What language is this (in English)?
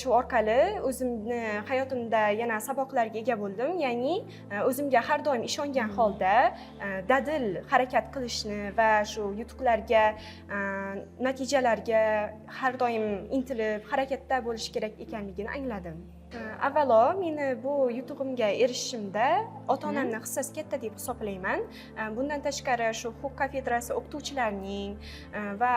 Uzbek